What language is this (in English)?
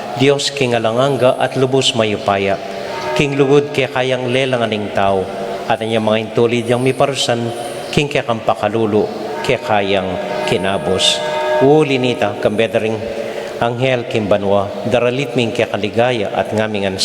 Pampanga